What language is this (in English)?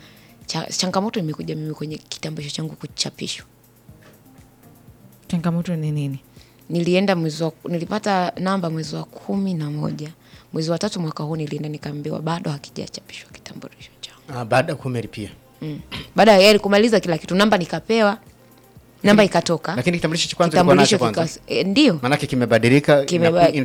Swahili